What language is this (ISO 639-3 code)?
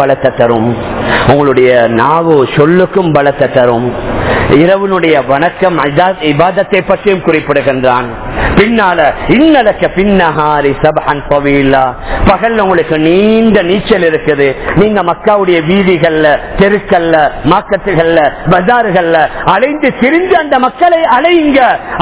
tam